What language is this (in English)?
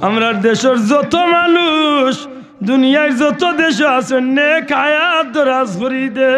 Sylheti